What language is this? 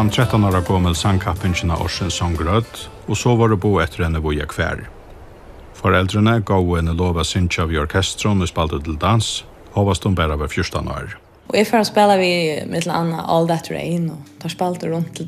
Faroese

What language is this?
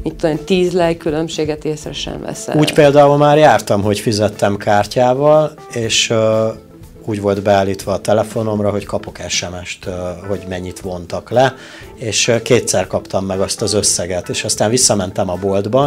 Hungarian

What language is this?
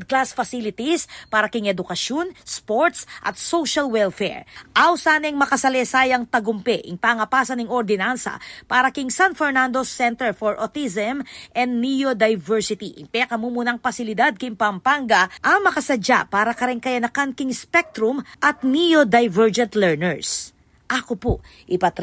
Pampanga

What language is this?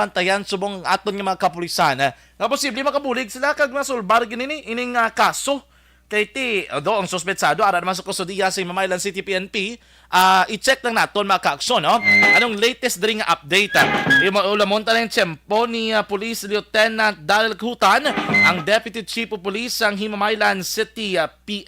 Hiligaynon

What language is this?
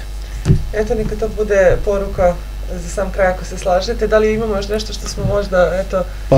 Serbian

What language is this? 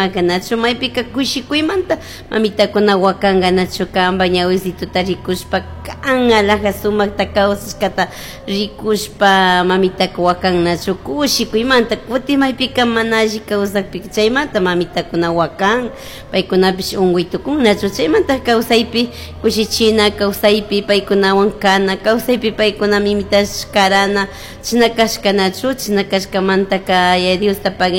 Chimborazo Highland Quichua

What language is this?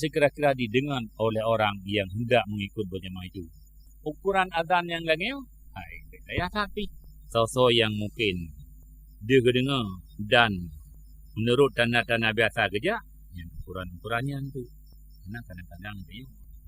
Achinese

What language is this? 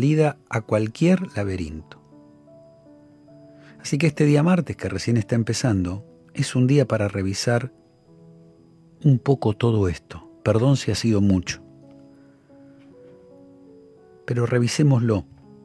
Spanish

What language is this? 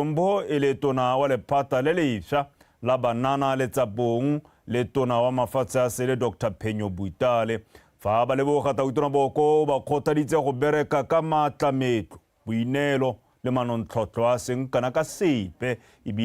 Tswana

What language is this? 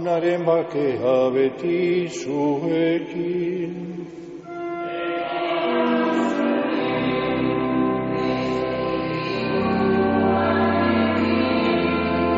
Basque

